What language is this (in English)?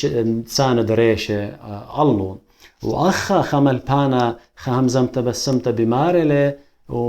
Assyrian Neo-Aramaic